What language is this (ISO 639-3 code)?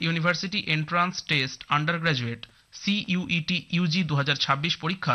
ben